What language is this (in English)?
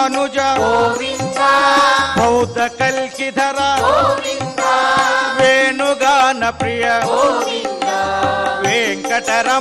Telugu